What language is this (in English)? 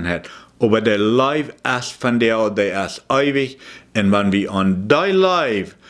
Plautdietsch